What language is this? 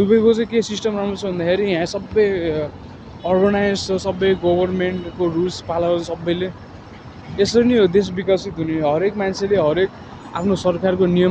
Nepali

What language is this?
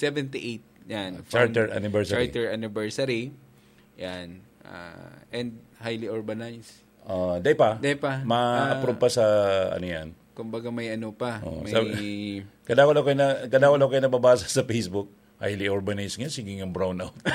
Bikol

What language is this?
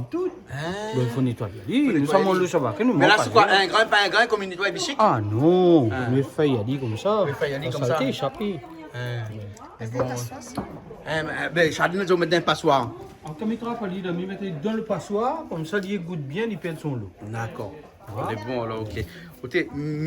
Réunion Creole French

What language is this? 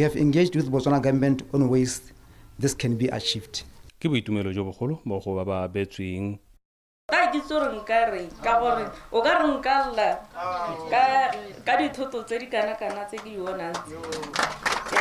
Tswana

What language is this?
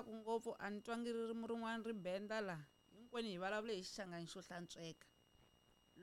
Tsonga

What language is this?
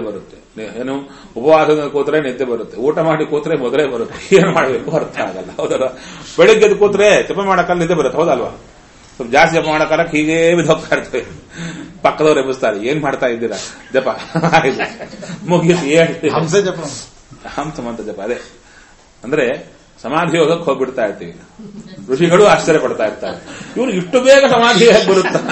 Kannada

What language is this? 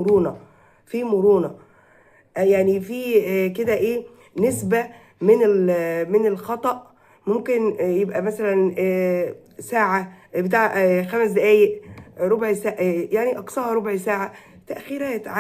Egyptian Arabic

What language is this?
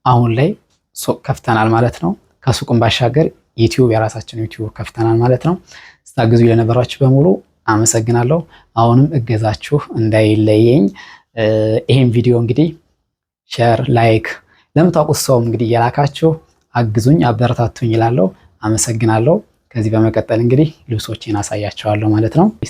Amharic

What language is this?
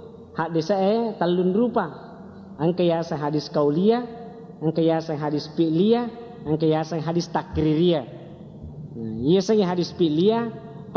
Buginese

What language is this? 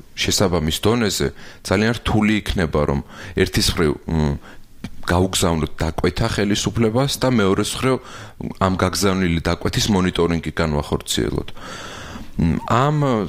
Georgian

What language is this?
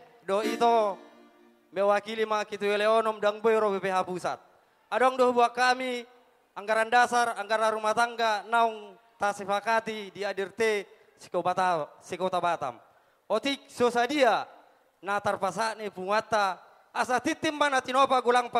Batak Toba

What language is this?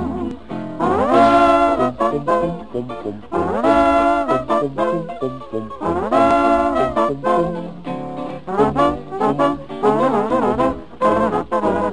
Basque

